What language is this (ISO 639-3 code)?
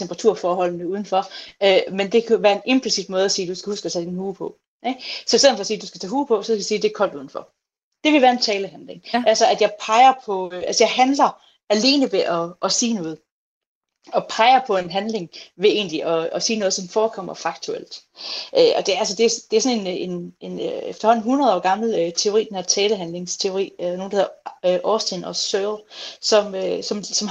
dan